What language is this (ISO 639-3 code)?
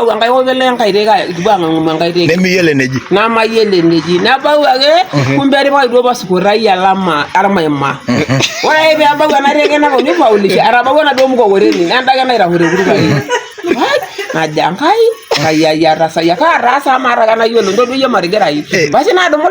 mas